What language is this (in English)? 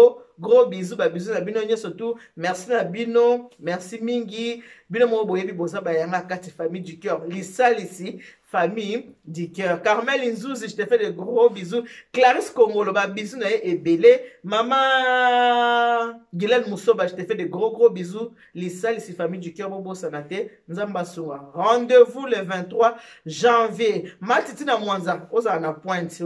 Lingala